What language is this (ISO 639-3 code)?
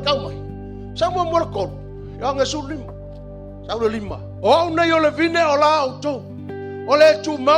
smo